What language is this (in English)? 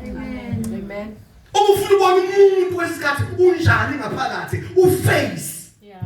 Zulu